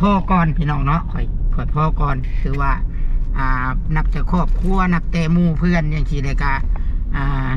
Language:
Northeastern Thai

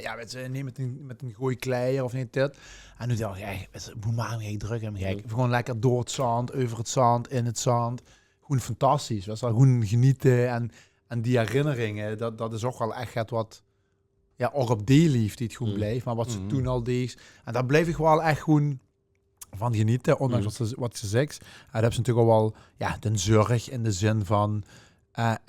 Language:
Limburgish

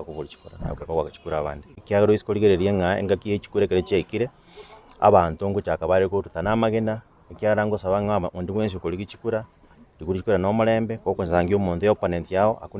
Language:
Gusii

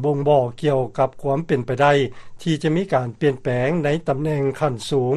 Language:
Lao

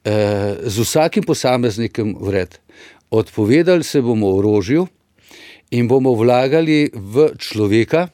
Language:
Slovenian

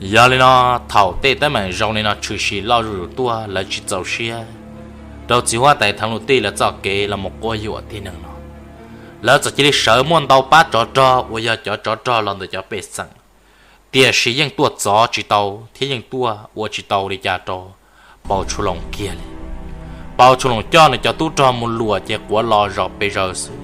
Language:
Hmong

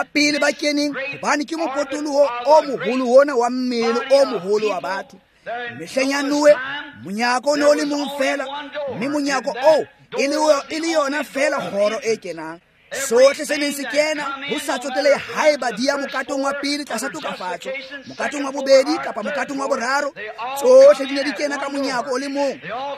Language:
Tswana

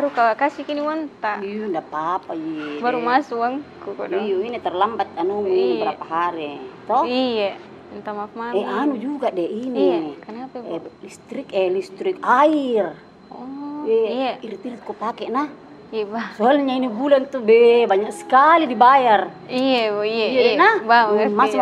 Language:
Makassar Malay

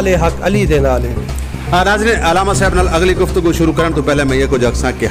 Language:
Saraiki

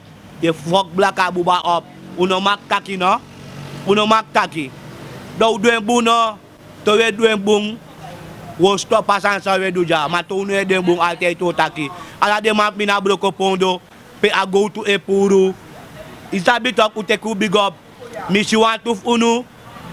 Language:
Sranan Tongo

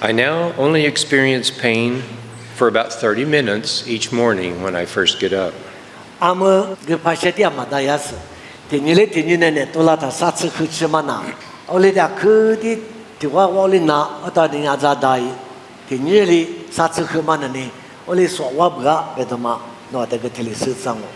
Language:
Lisu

